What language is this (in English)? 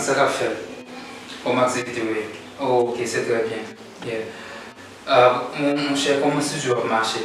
Haitian Creole